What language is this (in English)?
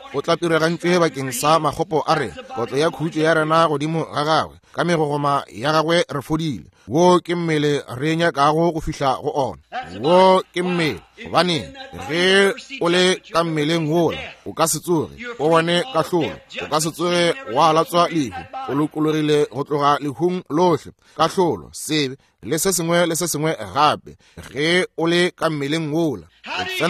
Northern Sotho